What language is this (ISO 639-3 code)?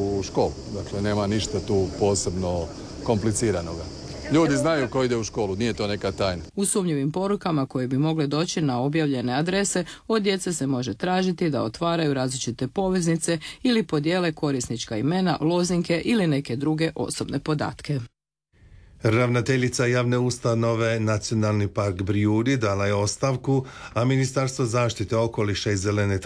hrv